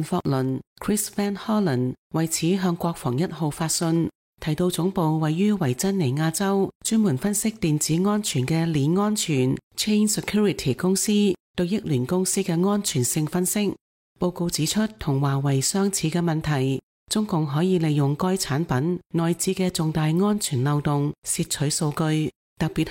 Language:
Cantonese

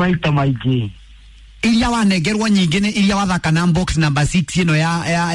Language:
Kikuyu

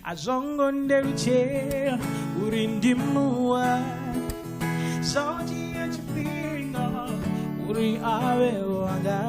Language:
Venda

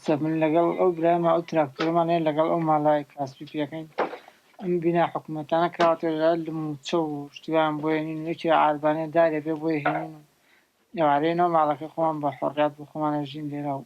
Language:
Kurdish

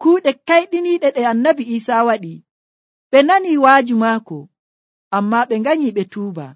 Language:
Nigerian Fulfulde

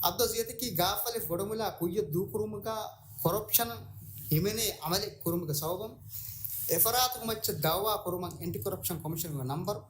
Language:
Divehi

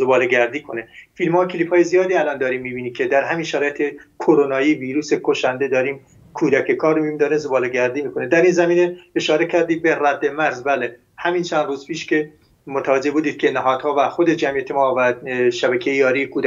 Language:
Persian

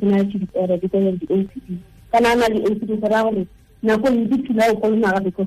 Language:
Tswana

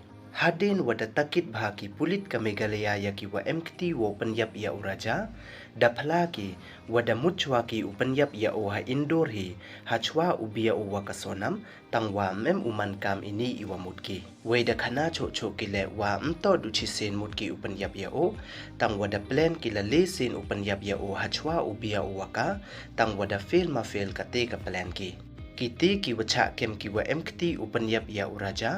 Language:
Pnar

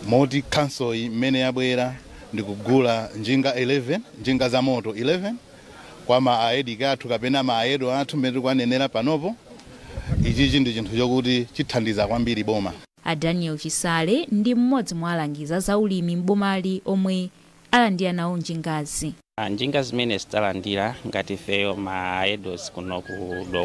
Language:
Nyanja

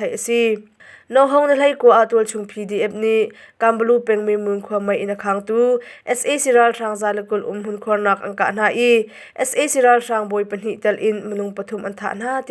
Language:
Hakha Chin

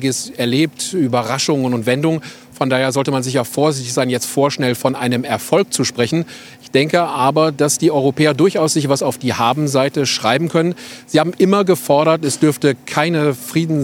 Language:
German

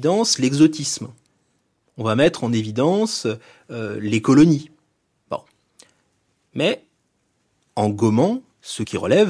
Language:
French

